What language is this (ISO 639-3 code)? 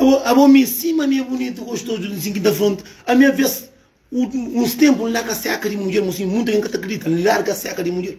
kea